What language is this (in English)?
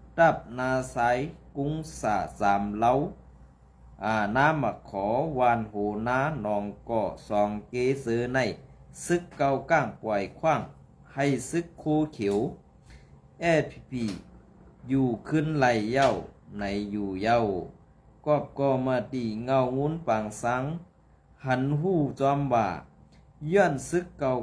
Shan